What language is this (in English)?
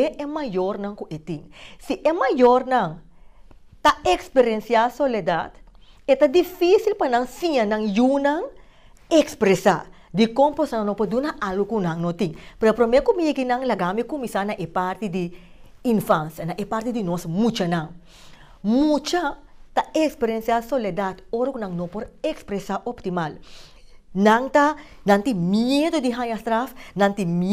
Papiamento